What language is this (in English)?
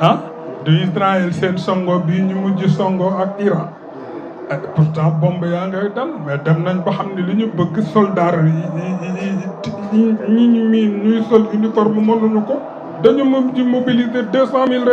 Wolof